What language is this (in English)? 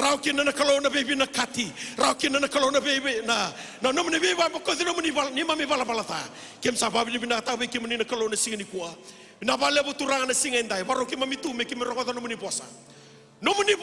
Fijian